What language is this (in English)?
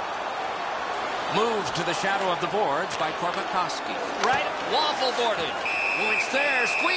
English